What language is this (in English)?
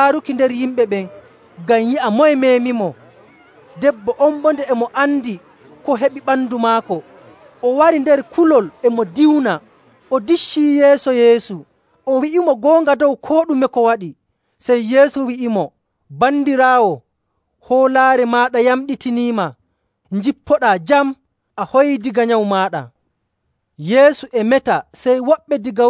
Nigerian Fulfulde